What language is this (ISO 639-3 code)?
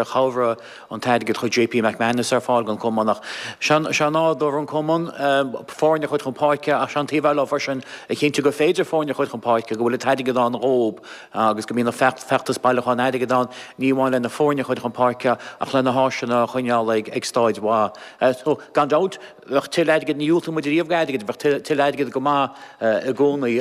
gle